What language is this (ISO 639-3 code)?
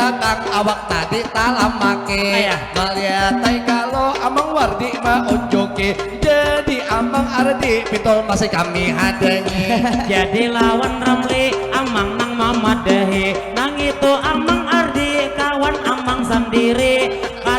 bjn